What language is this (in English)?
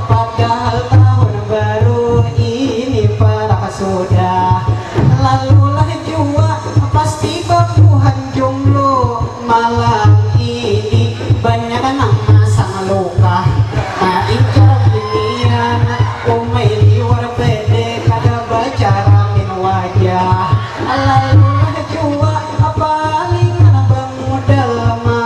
Banjar